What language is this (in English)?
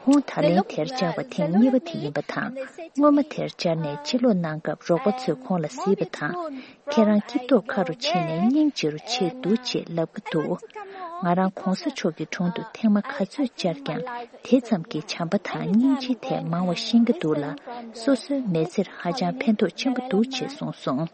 Tibetan